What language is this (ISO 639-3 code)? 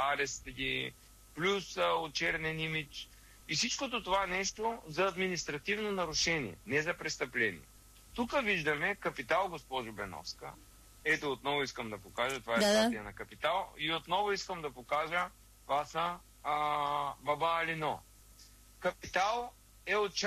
bul